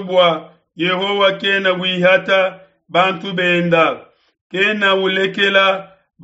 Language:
Luba-Lulua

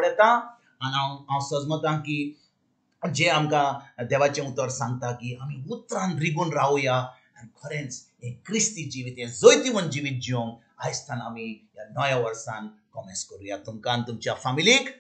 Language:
Konkani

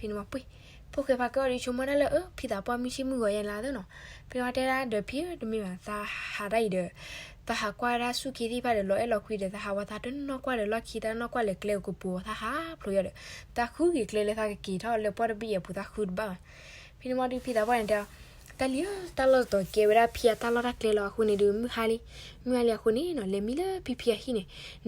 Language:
S'gaw Karen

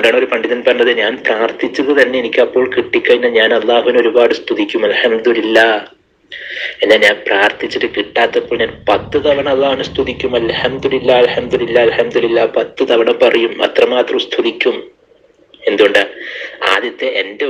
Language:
Malayalam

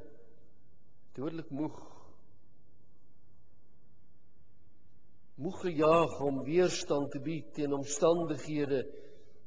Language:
Afrikaans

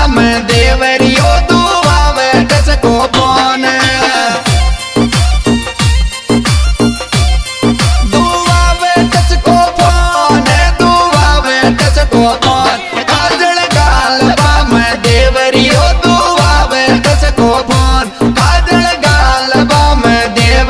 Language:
Bhojpuri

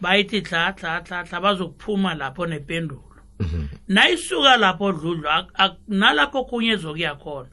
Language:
South Ndebele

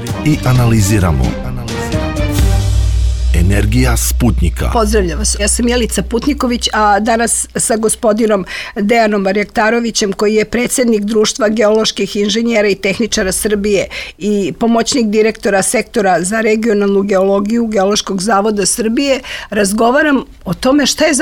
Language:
Serbian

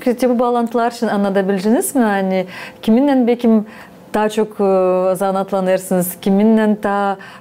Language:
Gagauz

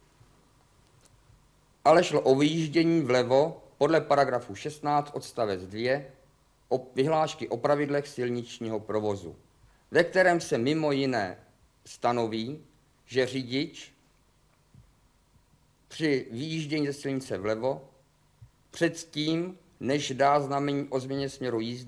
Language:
Czech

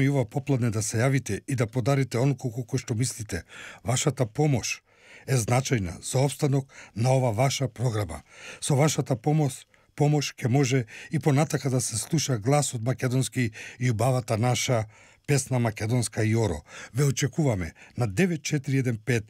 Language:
Macedonian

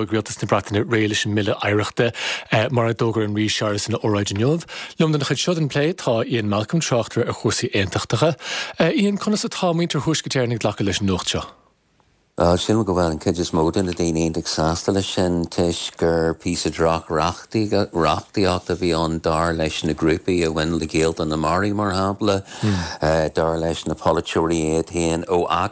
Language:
Irish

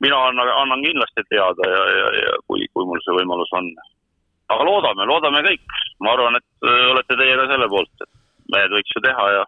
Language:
Estonian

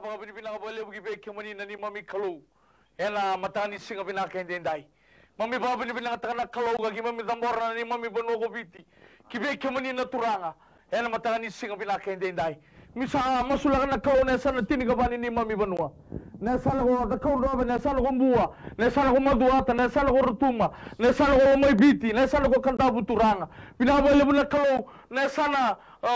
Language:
Fijian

